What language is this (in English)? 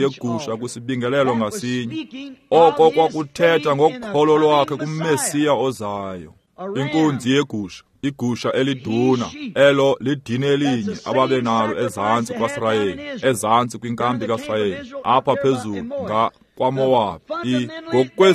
Xhosa